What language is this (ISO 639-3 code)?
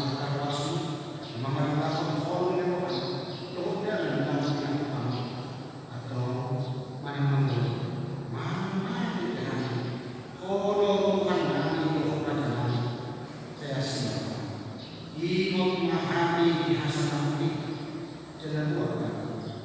bbc